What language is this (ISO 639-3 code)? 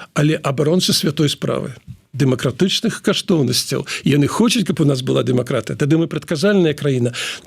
bel